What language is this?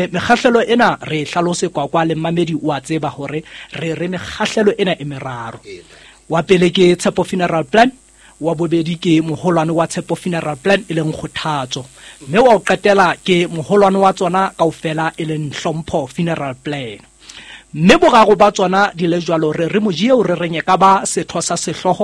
Southern Sotho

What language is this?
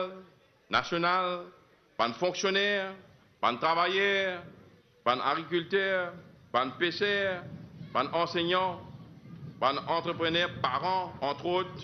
Morisyen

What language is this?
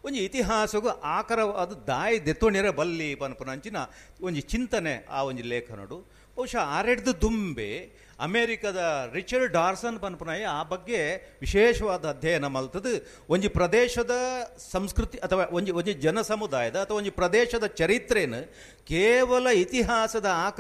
Tulu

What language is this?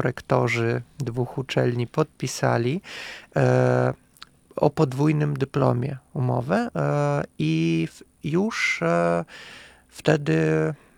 Polish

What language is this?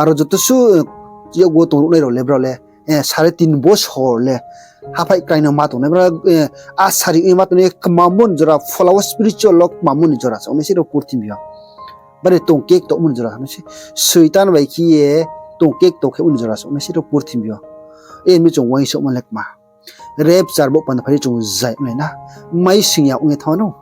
Riang (India)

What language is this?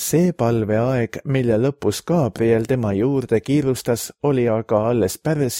Estonian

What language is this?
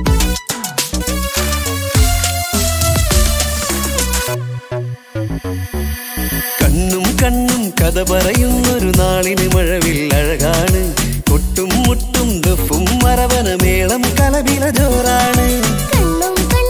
Malayalam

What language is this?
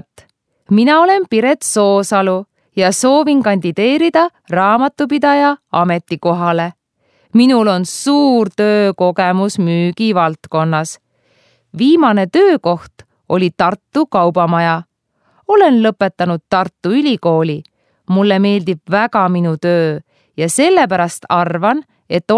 Estonian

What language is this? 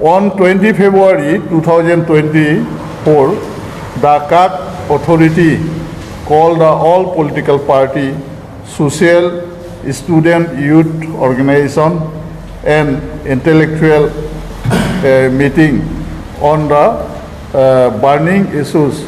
Karbi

